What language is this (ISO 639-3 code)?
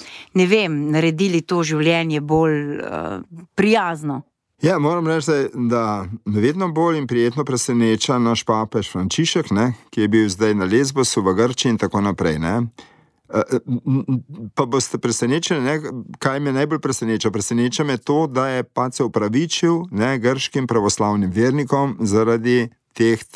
slv